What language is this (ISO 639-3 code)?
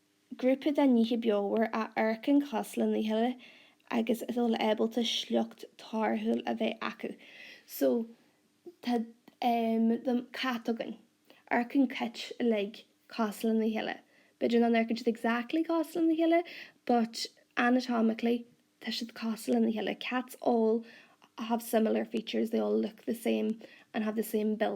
gle